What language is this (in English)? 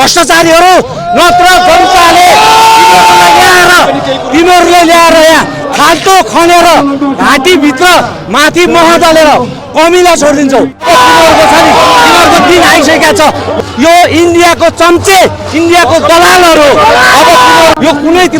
Nepali